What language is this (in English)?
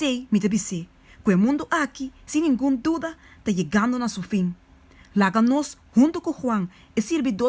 Papiamento